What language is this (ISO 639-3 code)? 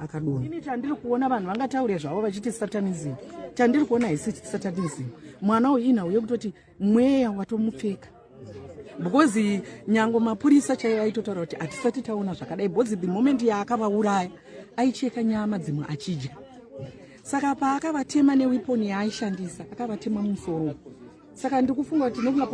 sna